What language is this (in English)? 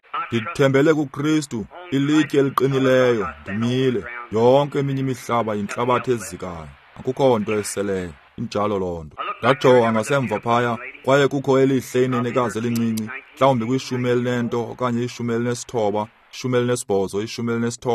Xhosa